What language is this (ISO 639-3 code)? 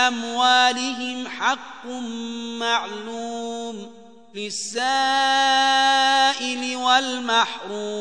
ara